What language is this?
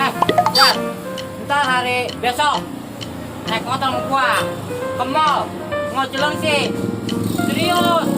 Betawi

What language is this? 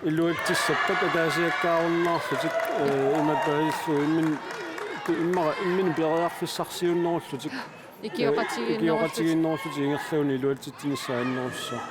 Kalaallisut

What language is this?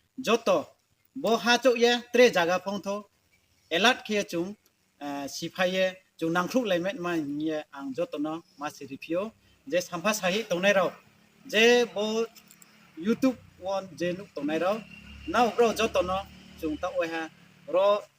Riang (India)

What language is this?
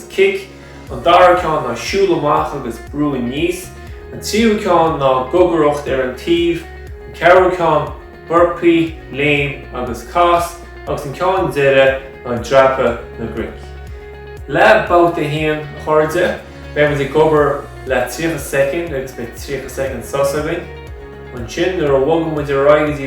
Irish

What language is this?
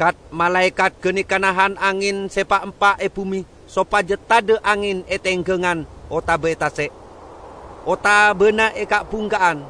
Madurese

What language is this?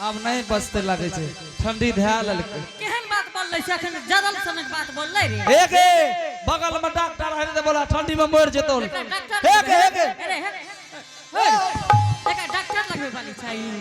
Angika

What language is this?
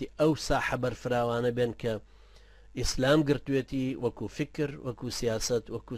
Central Kurdish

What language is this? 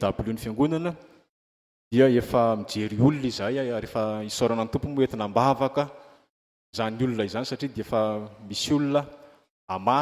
Malagasy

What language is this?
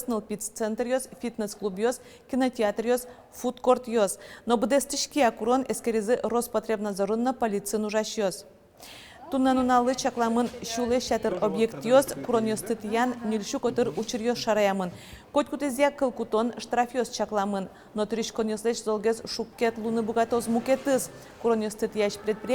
Udmurt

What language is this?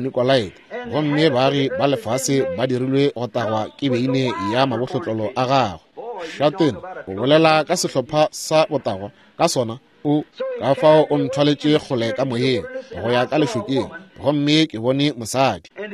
Northern Sotho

